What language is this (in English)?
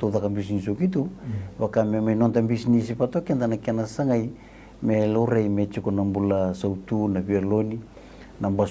Fijian